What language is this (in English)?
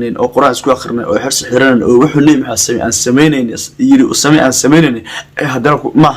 Somali